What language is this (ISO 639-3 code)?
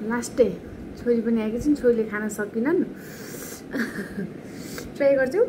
nep